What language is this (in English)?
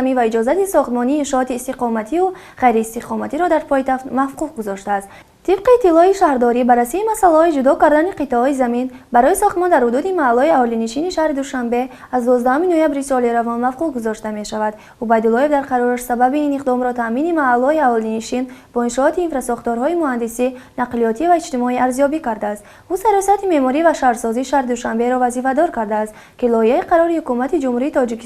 Tajik